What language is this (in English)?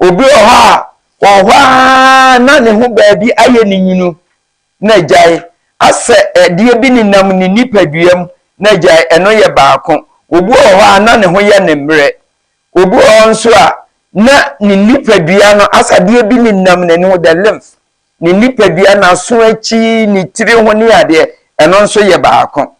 Akan